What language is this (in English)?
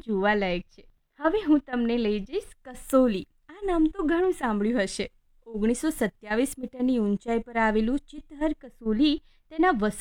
Gujarati